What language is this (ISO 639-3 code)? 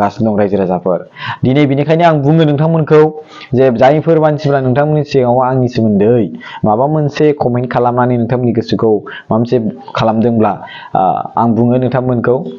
brx